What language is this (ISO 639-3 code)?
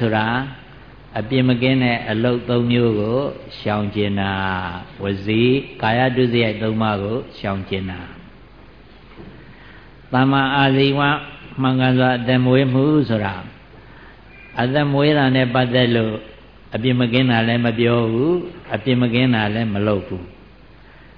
mya